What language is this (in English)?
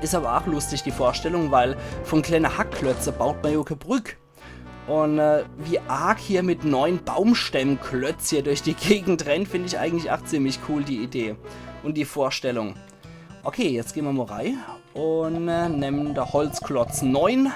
Palatine German